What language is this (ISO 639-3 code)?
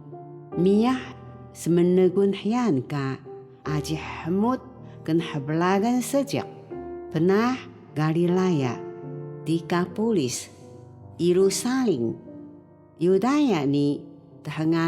trv